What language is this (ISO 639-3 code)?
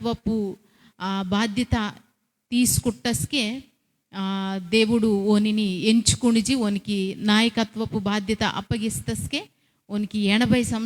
kff